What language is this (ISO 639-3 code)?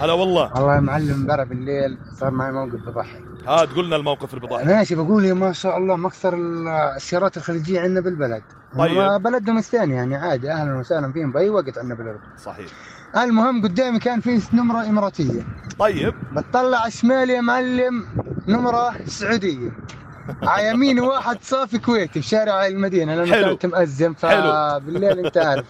apc